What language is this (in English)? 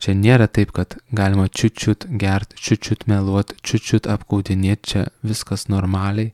Lithuanian